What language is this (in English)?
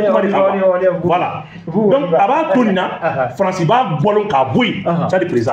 Bambara